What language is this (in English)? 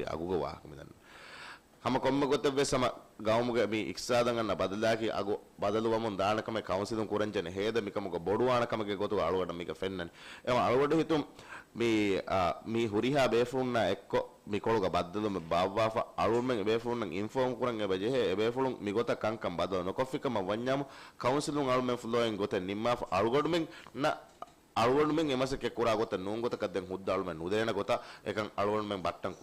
Divehi